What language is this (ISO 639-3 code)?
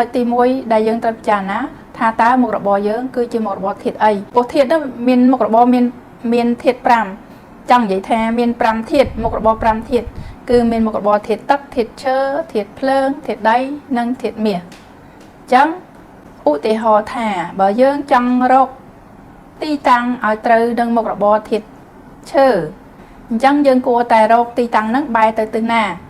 khm